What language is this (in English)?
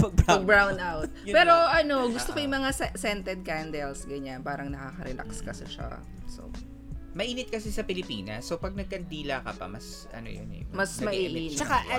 Filipino